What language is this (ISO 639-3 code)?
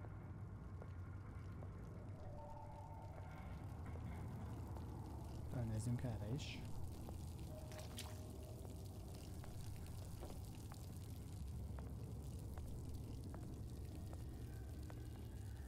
hun